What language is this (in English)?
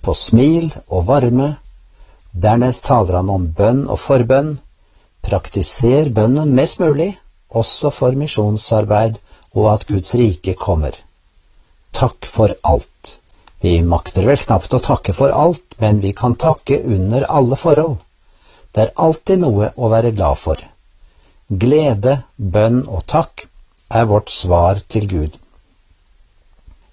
Norwegian